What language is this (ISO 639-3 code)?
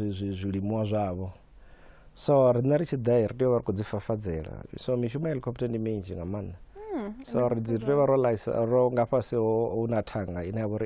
ven